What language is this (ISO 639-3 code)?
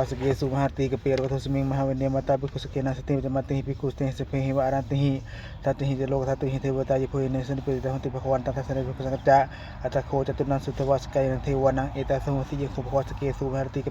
pli